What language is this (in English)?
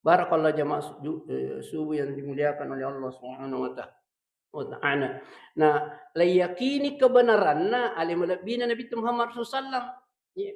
Buginese